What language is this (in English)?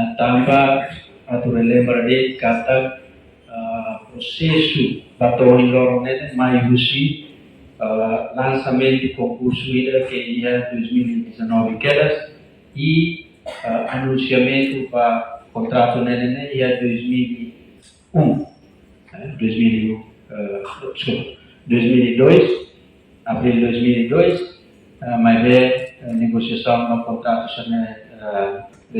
Tetum